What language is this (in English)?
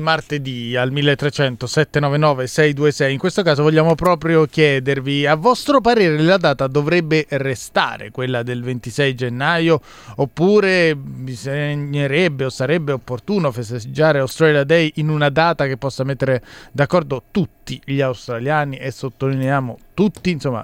Italian